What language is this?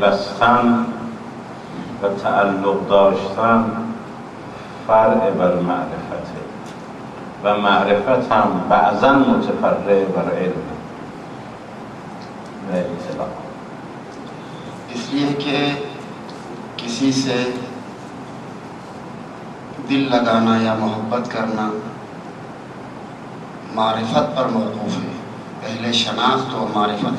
Urdu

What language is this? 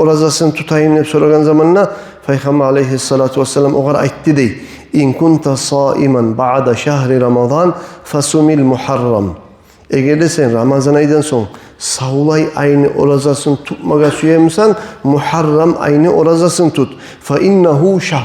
Kumyk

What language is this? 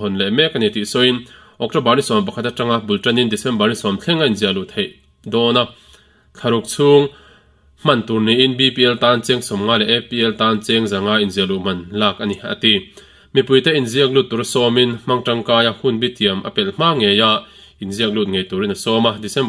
Mizo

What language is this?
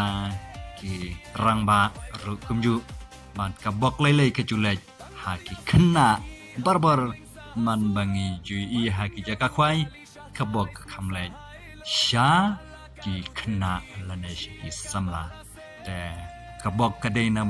Khasi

